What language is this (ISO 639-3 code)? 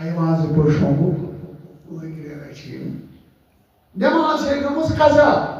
kas